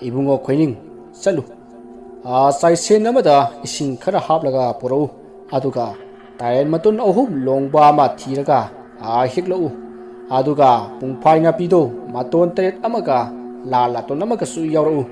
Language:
Manipuri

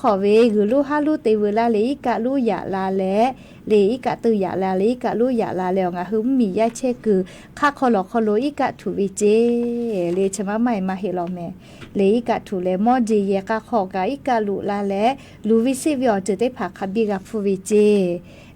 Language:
Lahu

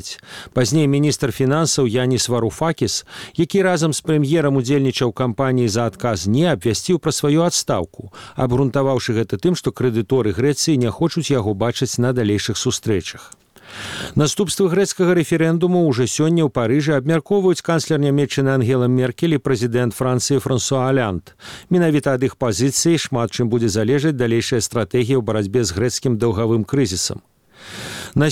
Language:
Belarusian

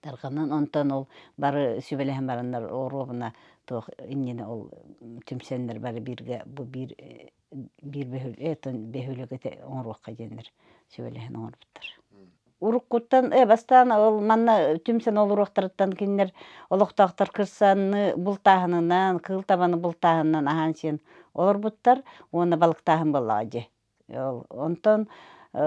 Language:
Yakut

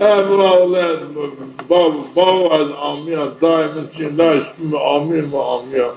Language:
Zaza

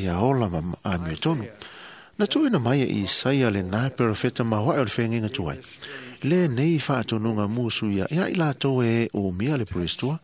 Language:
Samoan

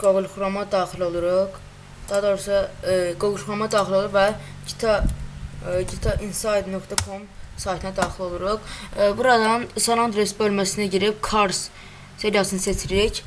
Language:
Azerbaijani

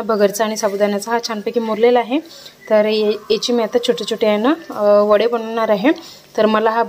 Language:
Marathi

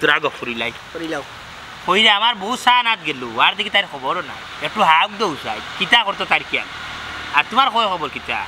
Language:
Sylheti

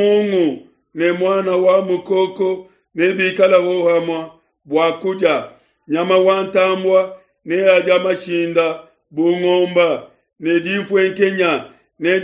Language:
Luba-Lulua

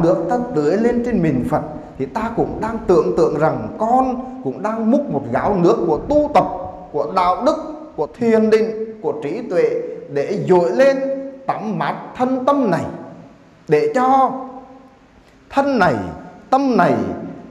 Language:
Vietnamese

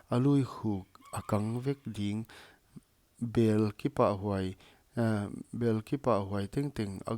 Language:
Paite Chin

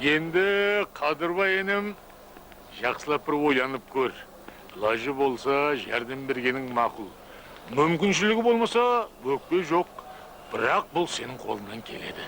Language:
Kara-Kalpak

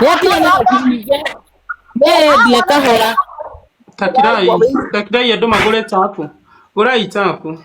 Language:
Kikuyu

